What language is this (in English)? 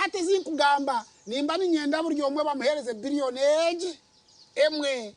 Nyankole